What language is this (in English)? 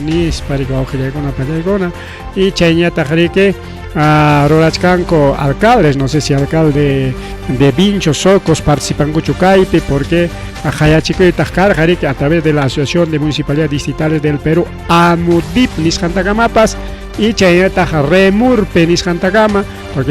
Ayacucho Quechua